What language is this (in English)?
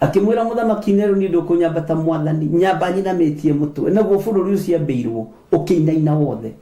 Kikuyu